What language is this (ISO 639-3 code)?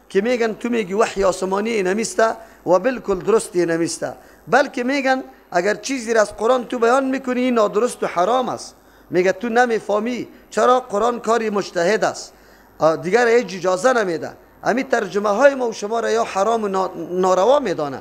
fas